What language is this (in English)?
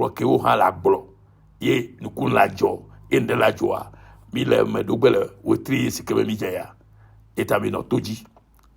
Ewe